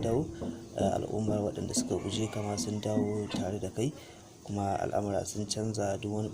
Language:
Hausa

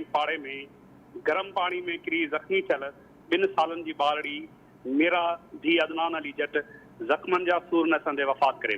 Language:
Sindhi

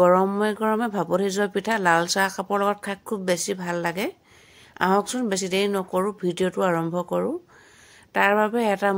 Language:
Assamese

